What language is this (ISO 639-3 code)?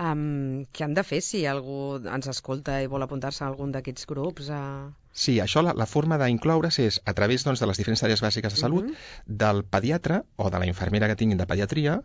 cat